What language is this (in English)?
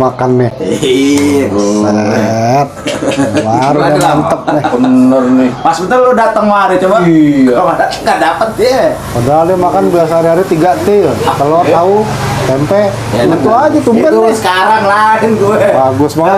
Betawi